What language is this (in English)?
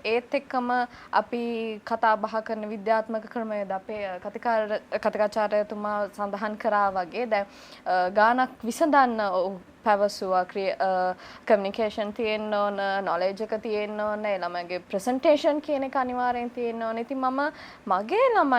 Sinhala